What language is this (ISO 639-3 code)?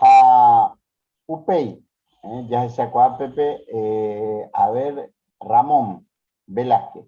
grn